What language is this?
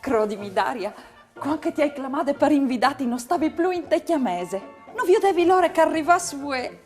Friulian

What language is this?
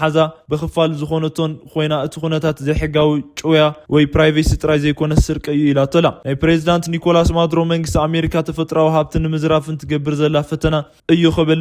Tigrinya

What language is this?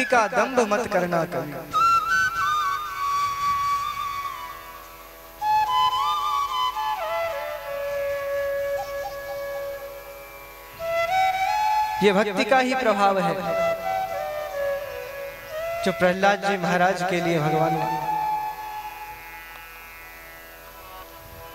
Hindi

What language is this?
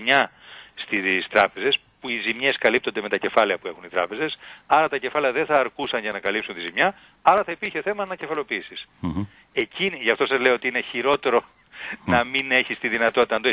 Greek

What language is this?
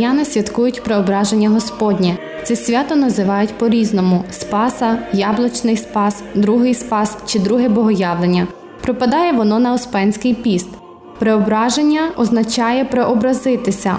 Ukrainian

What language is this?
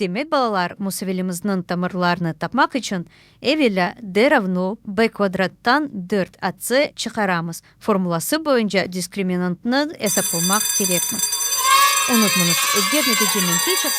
Crimean Tatar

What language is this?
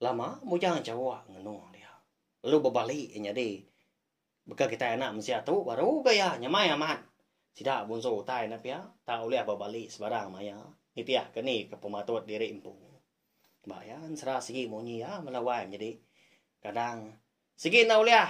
Iban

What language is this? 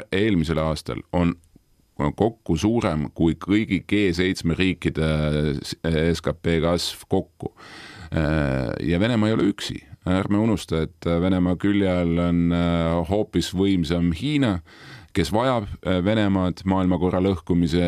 Estonian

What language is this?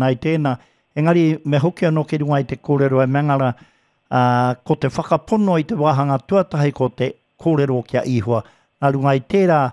Māori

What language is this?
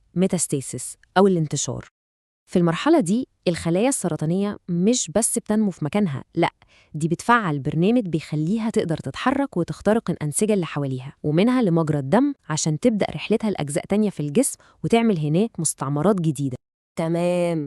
Egyptian Arabic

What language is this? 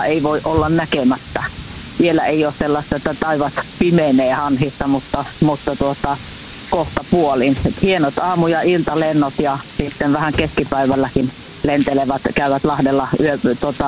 Finnish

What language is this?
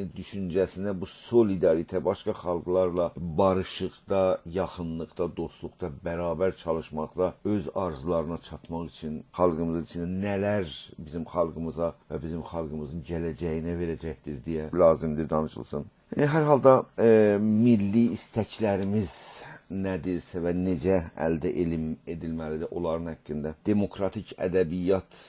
South Azerbaijani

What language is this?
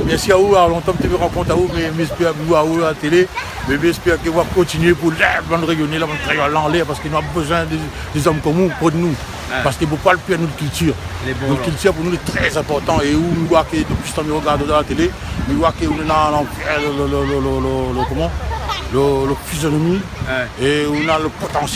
Réunion Creole French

